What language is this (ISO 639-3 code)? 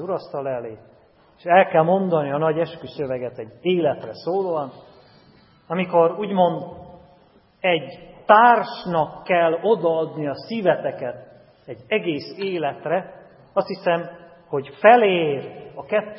hun